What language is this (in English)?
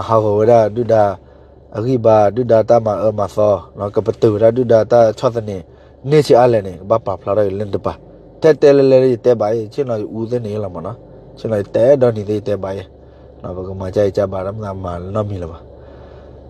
S'gaw Karen